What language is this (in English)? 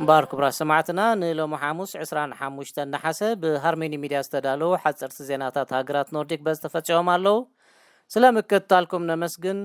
Tigrinya